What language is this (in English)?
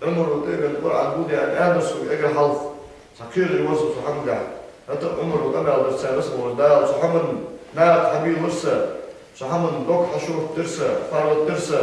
Ingush